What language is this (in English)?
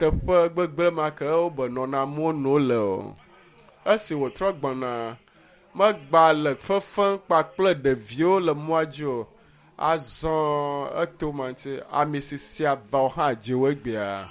Ewe